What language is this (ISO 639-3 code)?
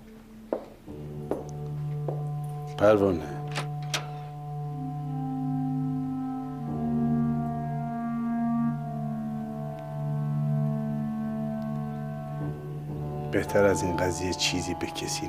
fas